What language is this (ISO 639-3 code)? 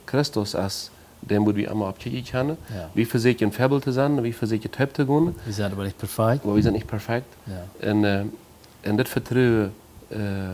pdt